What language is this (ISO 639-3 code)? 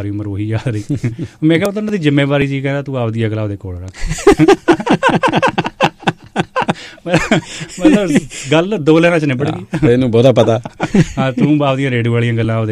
pan